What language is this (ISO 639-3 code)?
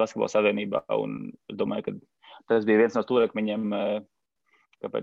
lav